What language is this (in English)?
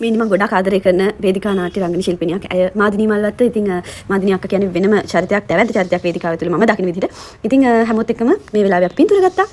Sinhala